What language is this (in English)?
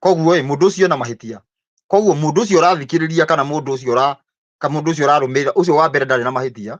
Kikuyu